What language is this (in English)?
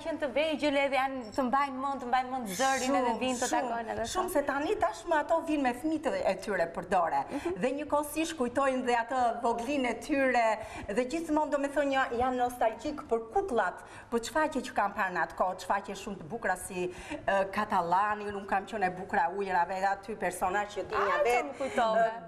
Albanian